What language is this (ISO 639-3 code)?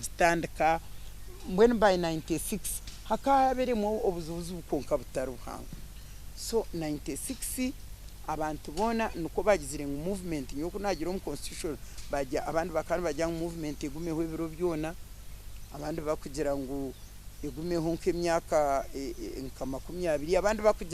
nyn